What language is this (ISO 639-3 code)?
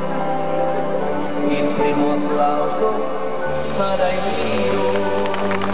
ita